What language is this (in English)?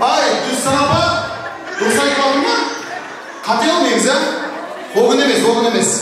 Kara-Kalpak